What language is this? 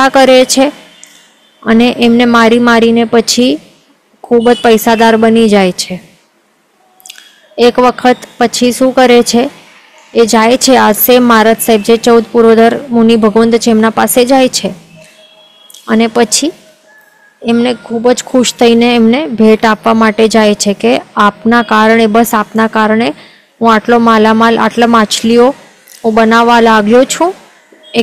Gujarati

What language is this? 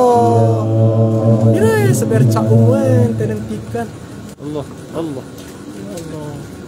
Malay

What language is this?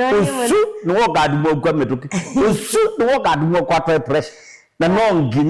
Kamba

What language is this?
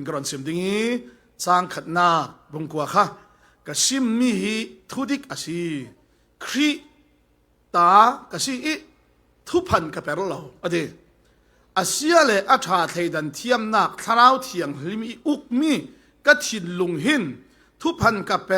Falam Chin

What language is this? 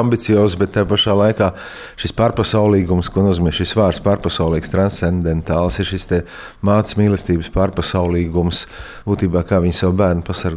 Latvian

